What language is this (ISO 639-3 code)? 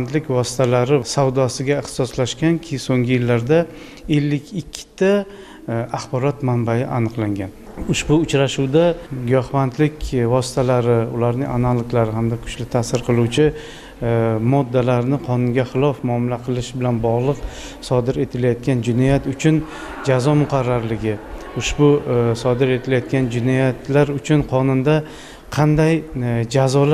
uzb